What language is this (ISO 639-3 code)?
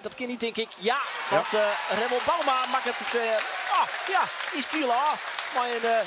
fry